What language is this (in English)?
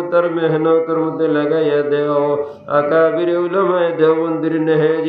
Sylheti